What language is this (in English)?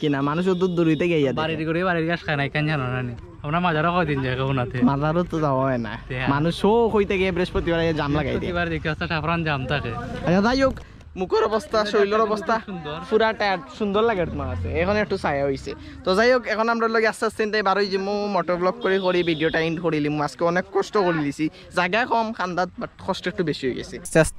Sylheti